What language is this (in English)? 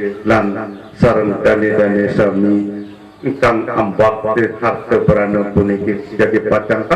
Sasak